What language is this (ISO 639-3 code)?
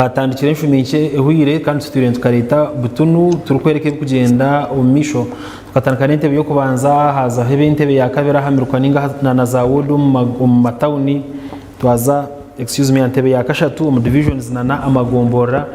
nyn